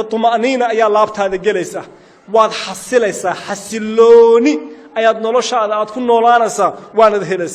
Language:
Somali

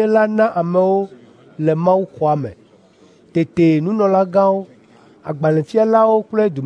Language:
Ewe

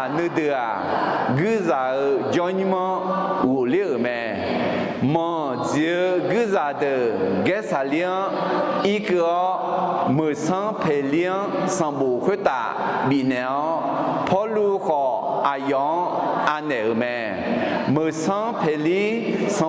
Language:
Akha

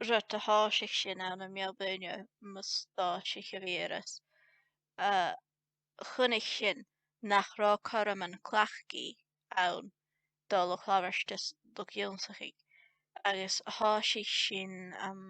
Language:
Scottish Gaelic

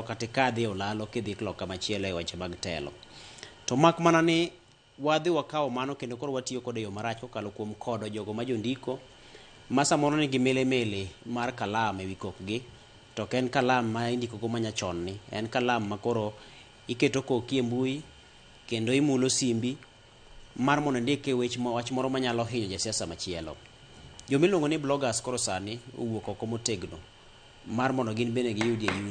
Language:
Luo (Kenya and Tanzania)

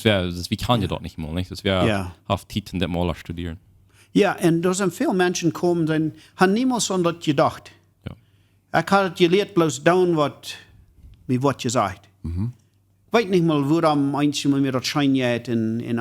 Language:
Plautdietsch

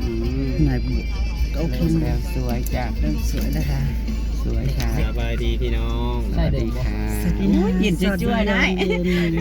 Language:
Northeastern Thai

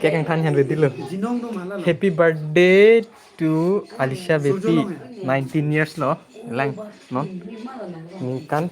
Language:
Karbi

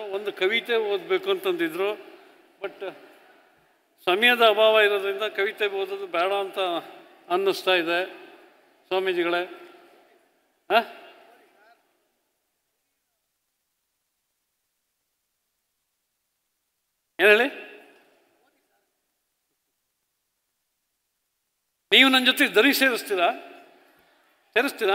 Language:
Kannada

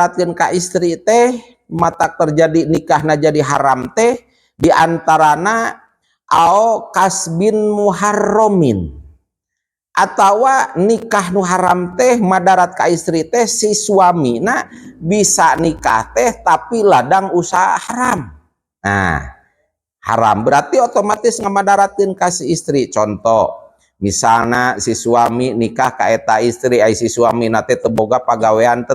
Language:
Sundanese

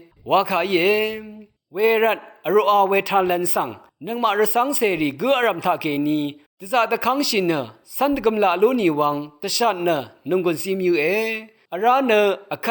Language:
Rawang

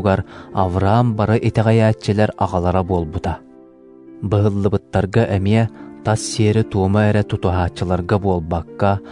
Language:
Yakut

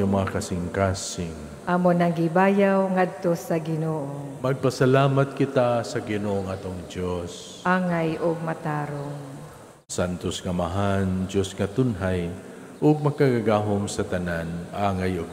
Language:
Cebuano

